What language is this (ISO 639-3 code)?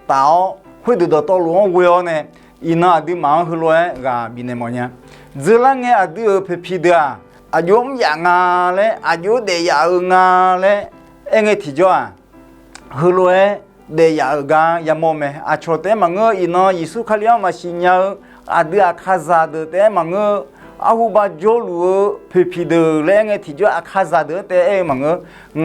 ahk